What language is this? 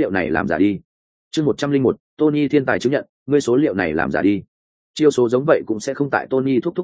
Vietnamese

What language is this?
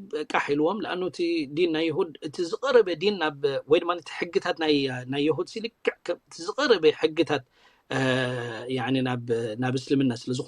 Tigrinya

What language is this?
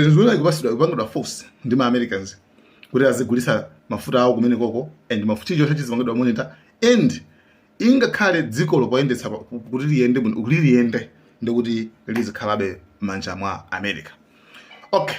Nyanja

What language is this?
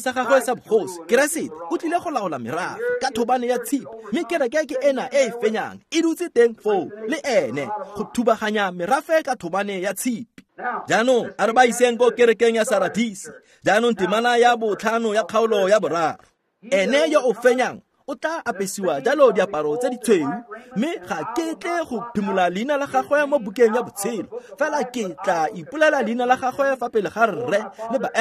Tswana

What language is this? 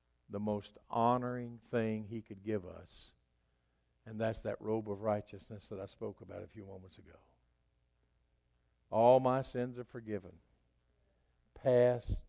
English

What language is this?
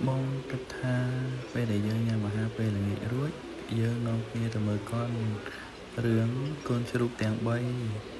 Khmer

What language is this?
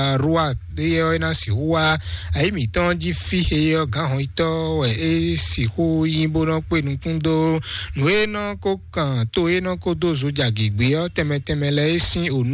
Fon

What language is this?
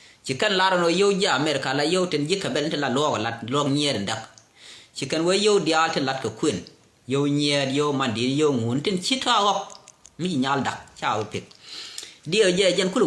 Nuer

